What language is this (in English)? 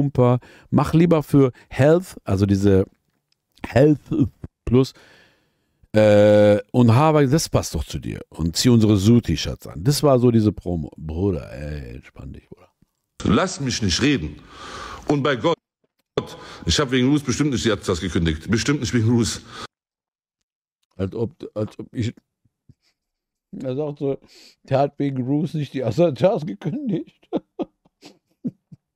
German